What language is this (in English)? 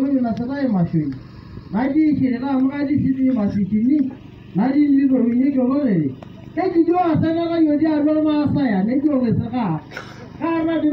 Masai